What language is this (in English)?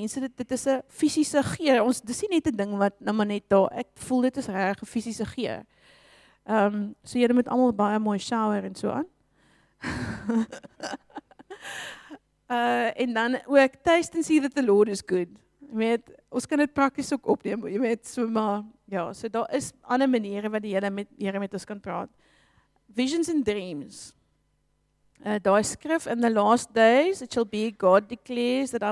Afrikaans